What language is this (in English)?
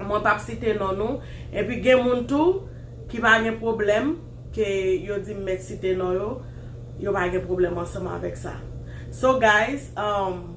Haitian Creole